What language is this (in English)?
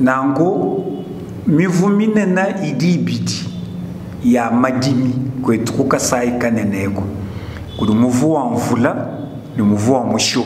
Luba-Lulua